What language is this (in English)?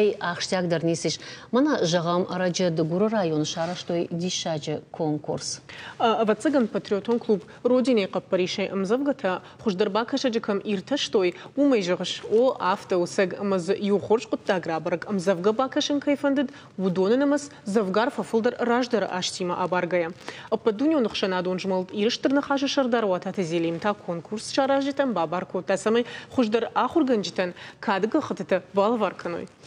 Ossetic